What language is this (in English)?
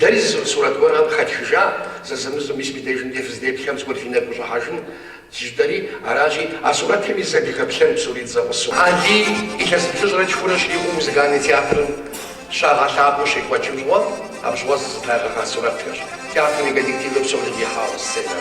Kabardian